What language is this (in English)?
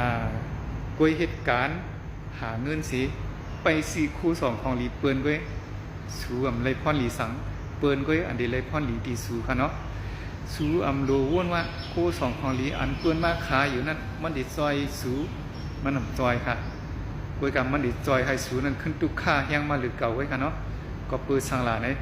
Shan